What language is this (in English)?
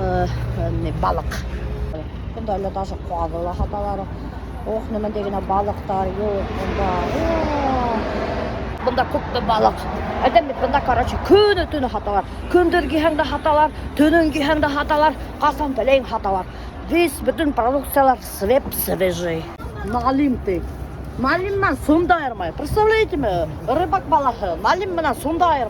Bashkir